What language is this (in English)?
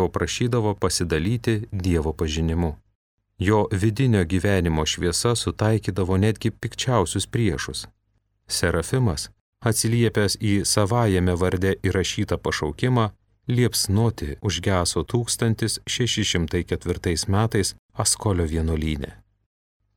Lithuanian